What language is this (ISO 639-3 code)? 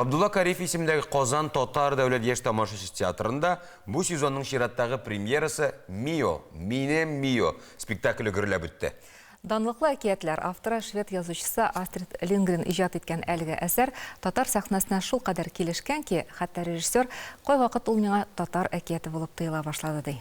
tat